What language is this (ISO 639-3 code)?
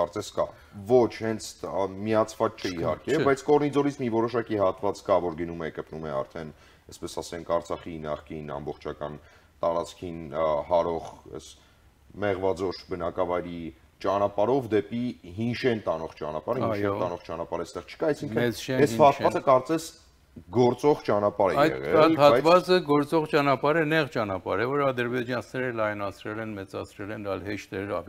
hye